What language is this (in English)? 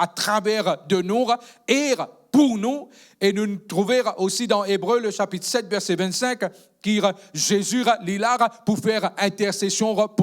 Morisyen